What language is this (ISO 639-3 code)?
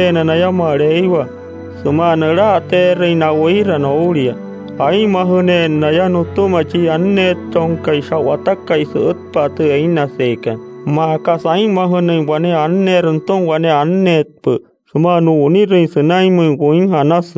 guc